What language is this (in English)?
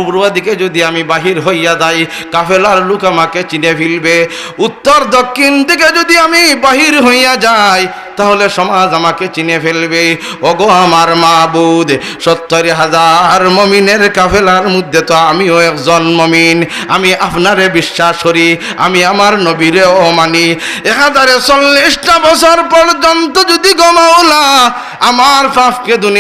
Sylheti